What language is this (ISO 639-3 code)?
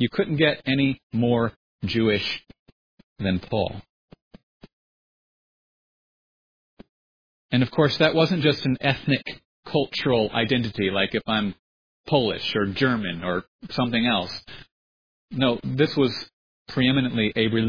eng